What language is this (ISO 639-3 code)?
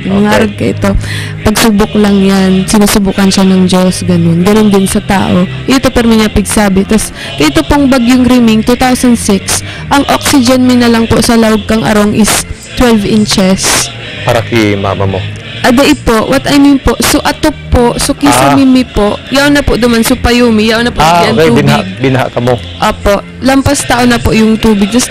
bik